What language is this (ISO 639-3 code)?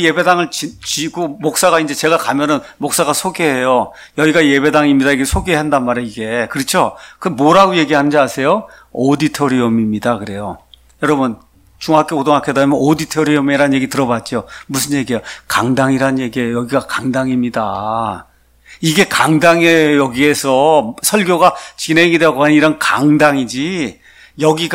kor